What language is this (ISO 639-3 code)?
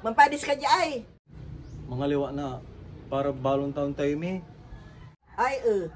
pag